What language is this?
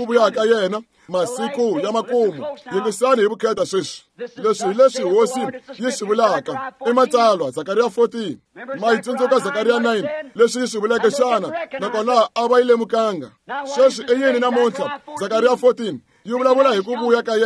Tsonga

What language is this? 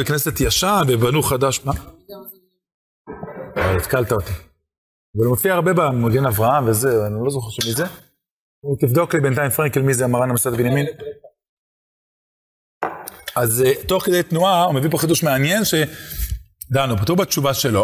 Hebrew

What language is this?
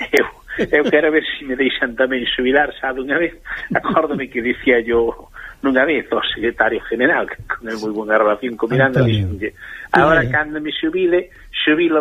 Galician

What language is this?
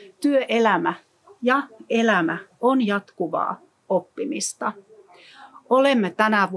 Finnish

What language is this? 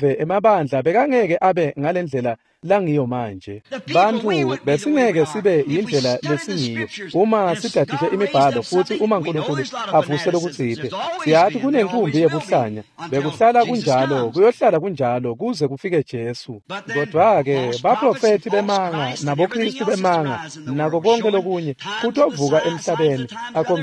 Swati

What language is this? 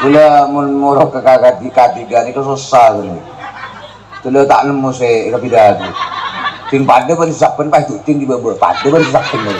Madurese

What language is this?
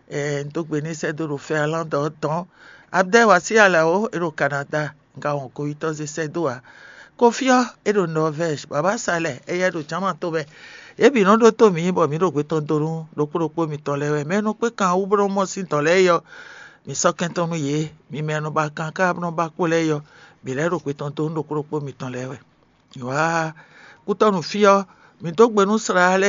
Fon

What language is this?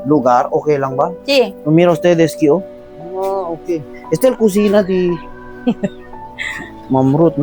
Chavacano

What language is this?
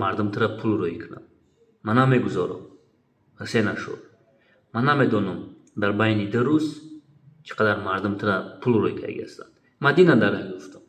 Tajik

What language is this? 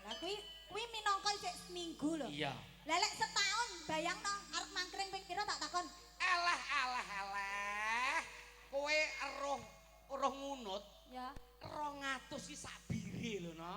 Javanese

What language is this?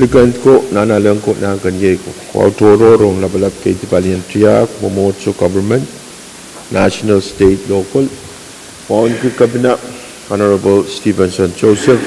Pohnpeian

